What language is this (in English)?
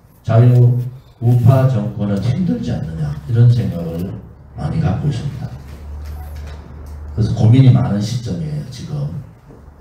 Korean